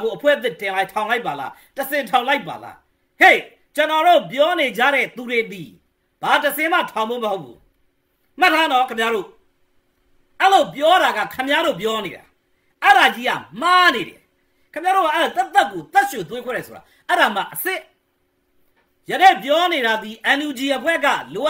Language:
Burmese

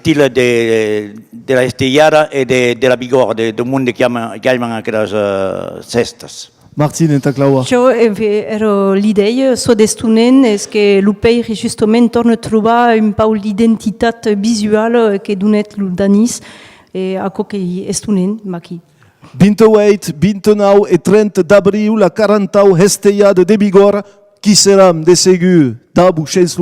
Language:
Occitan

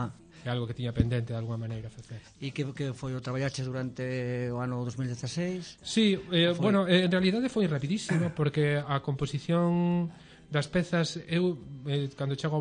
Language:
Galician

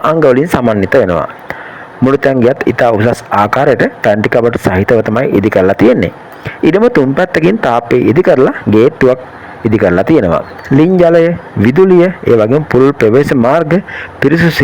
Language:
Sinhala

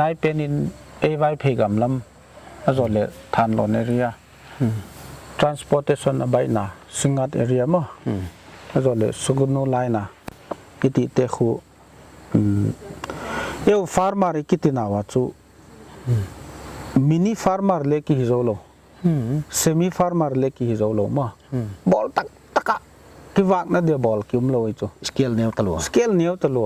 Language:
Paite Chin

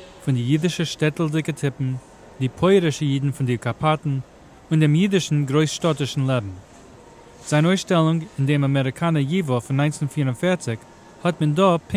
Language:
Yiddish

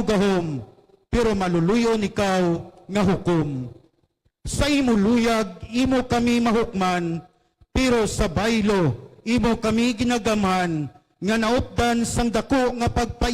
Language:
Hiligaynon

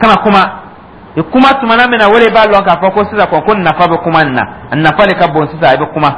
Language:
Dyula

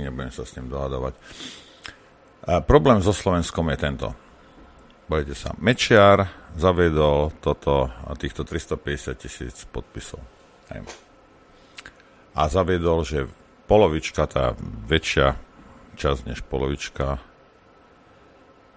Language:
Slovak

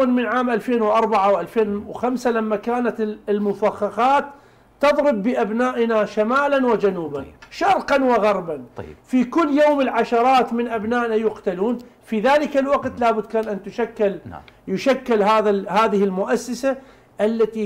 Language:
Arabic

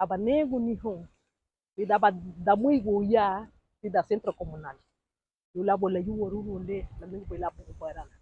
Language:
Garifuna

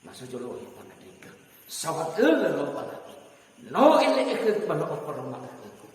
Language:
Nias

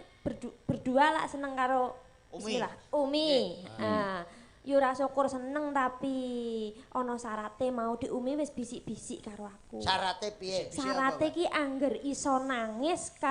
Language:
Javanese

